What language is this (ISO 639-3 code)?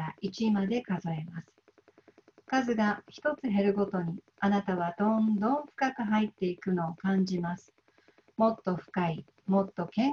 jpn